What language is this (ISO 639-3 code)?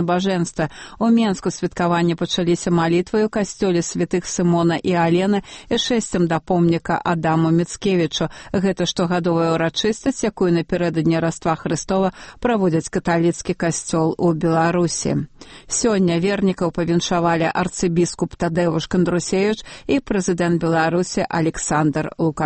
bel